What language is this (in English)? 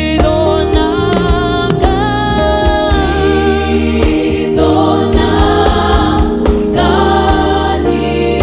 Venda